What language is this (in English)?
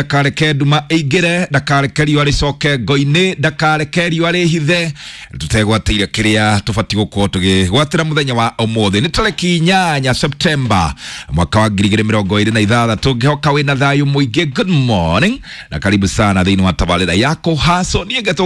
Kikuyu